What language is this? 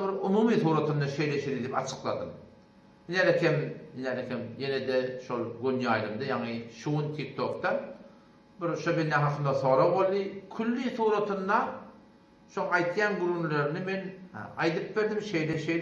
Turkmen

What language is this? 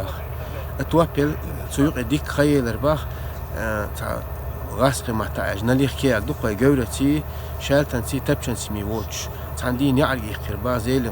Chechen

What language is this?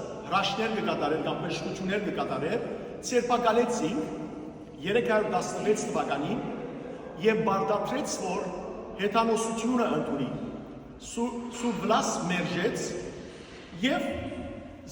Western Armenian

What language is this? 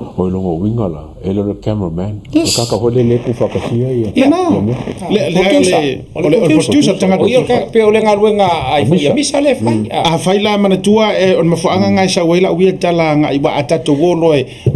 Samoan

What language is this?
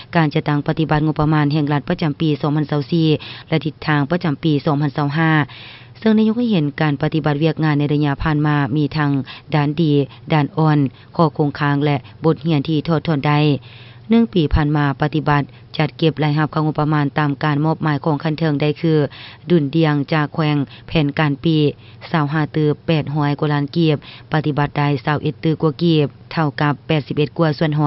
Lao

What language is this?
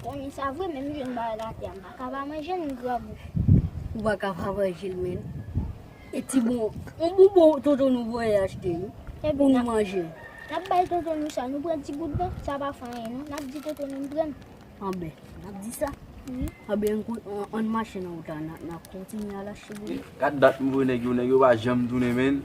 Haitian Creole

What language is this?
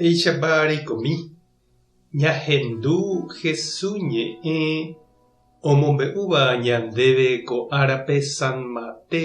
Guarani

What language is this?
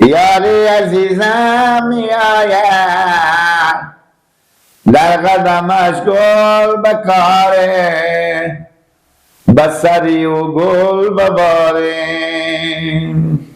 Persian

